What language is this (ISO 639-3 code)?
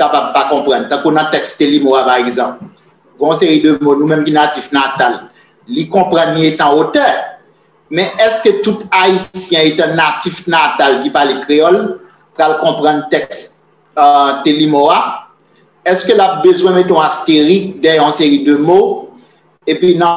hat